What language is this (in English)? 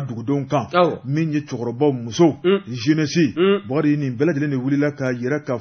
Bambara